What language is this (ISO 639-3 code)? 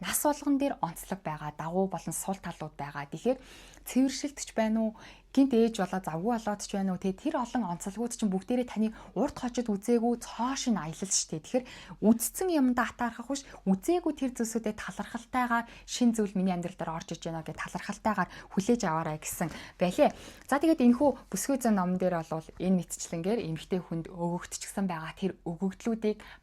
mon